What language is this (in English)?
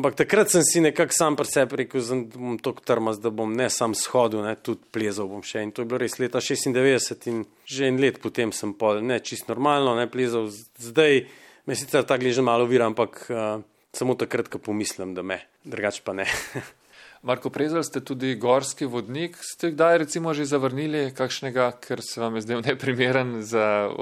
Slovenian